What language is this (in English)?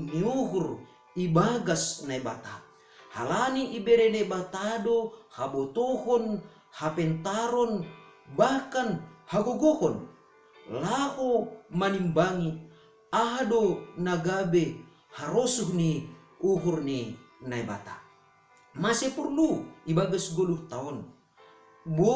Batak Simalungun